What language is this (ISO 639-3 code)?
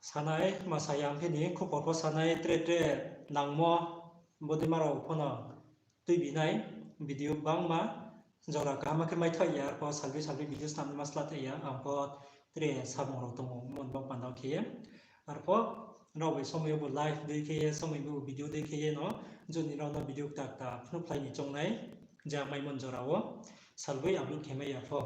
ria